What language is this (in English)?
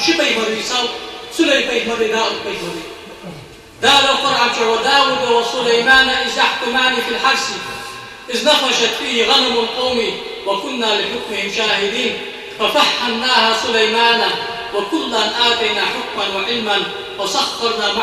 Ingush